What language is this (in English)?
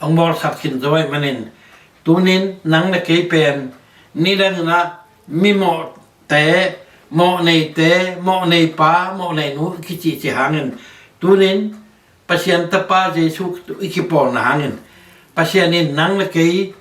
Tedim Chin